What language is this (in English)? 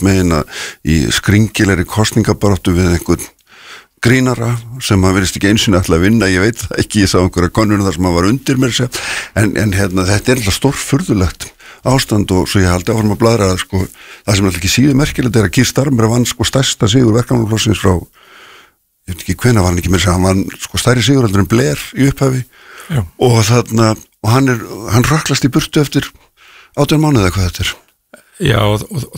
Icelandic